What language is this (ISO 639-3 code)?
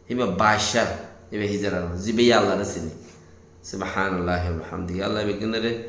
rhg